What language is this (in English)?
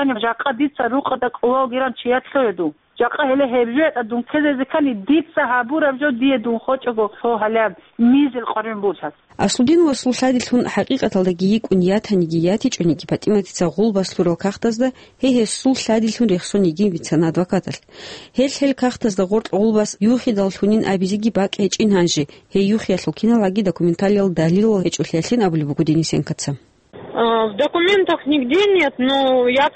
Avaric